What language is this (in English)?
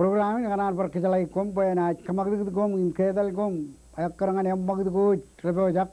Marshallese